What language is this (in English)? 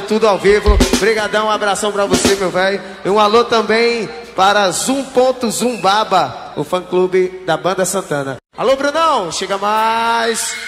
Portuguese